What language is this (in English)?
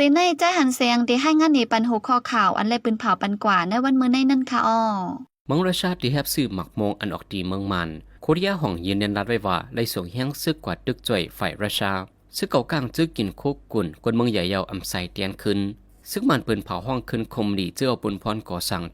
Shan